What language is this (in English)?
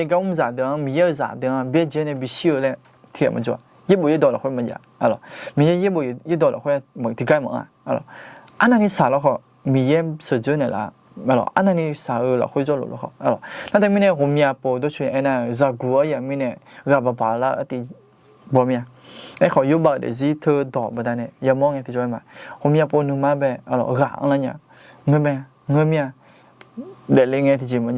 Akha